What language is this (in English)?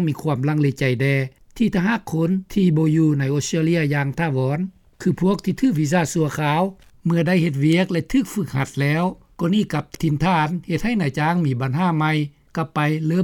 Lao